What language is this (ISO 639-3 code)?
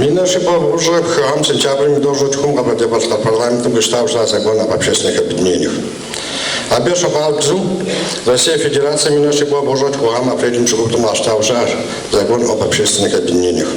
kbd